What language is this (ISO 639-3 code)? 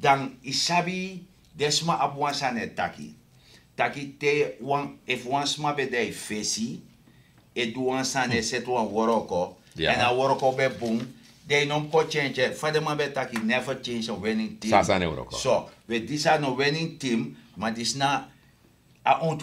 srn